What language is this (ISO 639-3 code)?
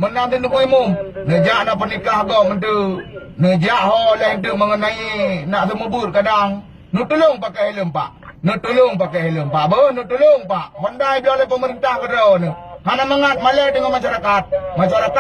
ace